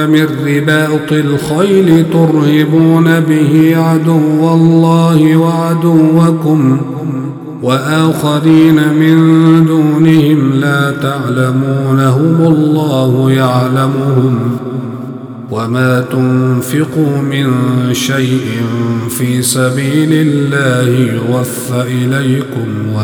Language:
Arabic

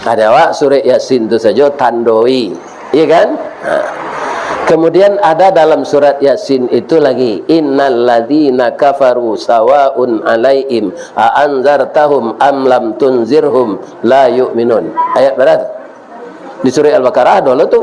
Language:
Minangkabau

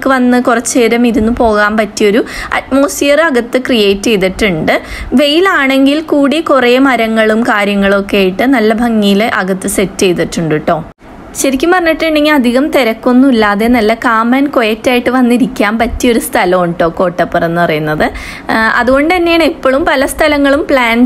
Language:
Malayalam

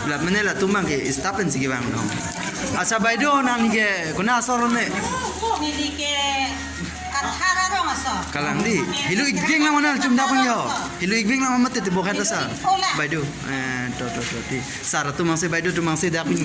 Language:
Karbi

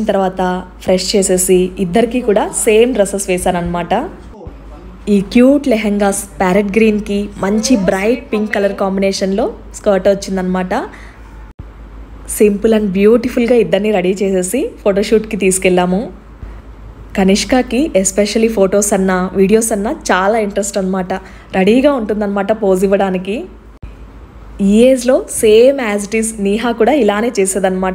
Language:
Telugu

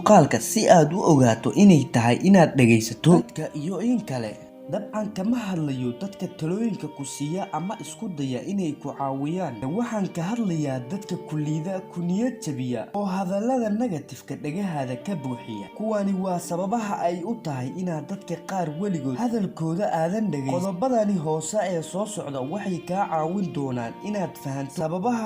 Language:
Somali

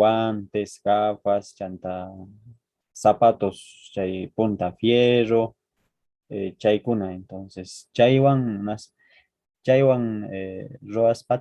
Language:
Quechua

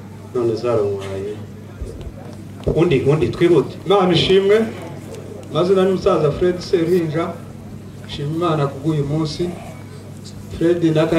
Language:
Kinyarwanda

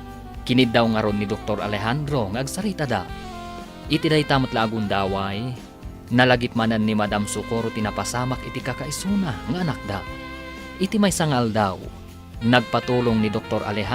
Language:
Iloko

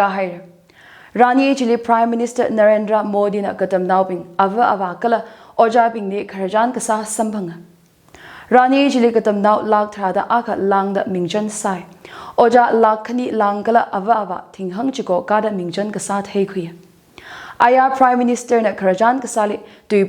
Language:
Tangkhul Naga (India)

